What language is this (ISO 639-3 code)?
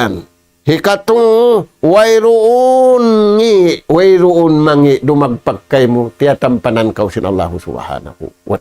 tsg